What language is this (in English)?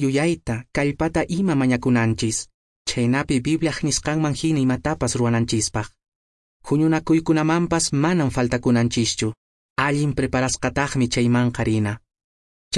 Quechua